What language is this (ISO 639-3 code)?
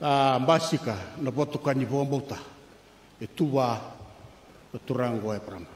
fij